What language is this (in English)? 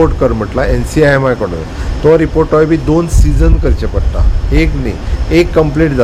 Konkani